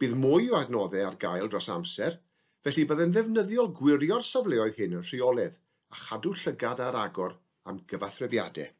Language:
Welsh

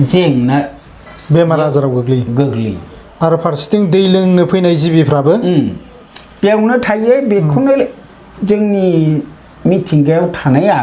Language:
Bodo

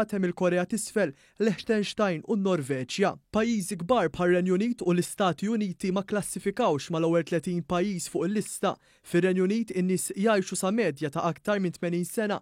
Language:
Maltese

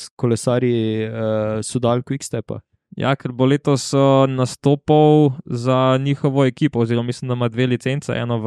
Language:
Slovenian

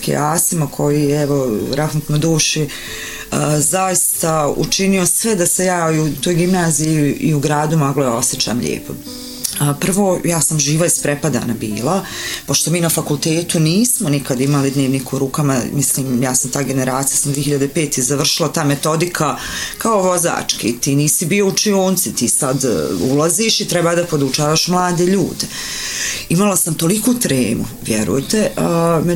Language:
Bosnian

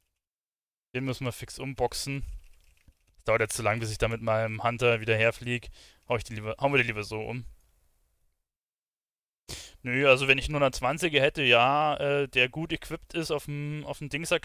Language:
German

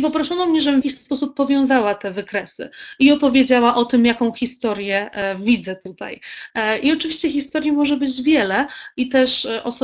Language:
Polish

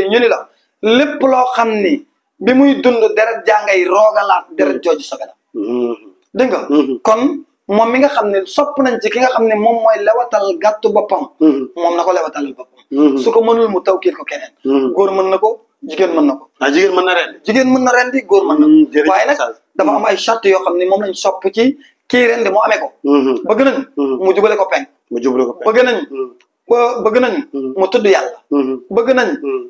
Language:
Wolof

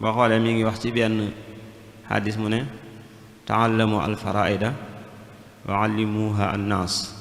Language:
Wolof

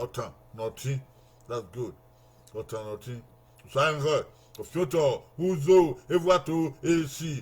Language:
Bini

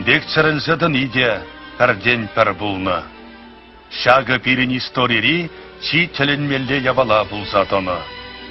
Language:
Chuvash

